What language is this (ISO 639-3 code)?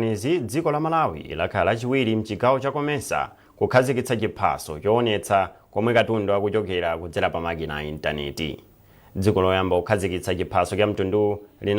nya